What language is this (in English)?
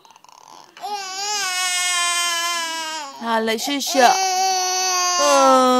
Chinese